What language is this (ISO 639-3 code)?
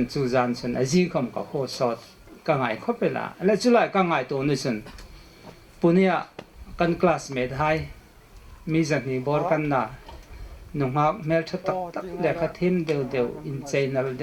hmr